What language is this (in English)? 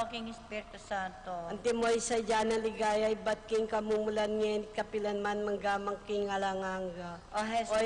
Pampanga